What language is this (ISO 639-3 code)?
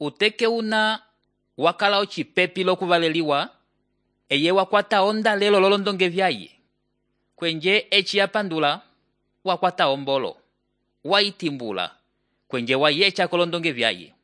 umb